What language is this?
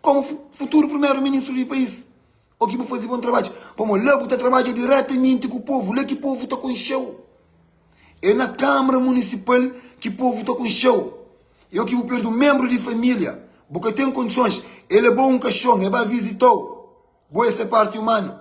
Kabuverdianu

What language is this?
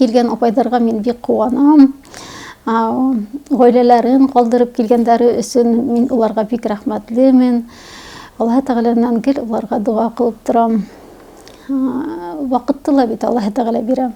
Bashkir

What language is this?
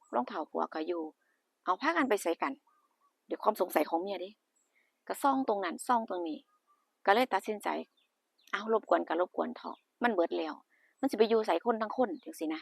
Northeastern Thai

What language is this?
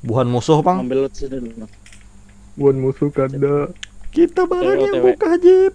Banjar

